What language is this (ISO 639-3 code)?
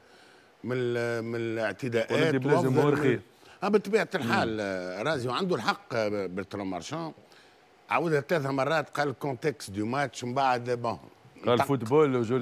aeb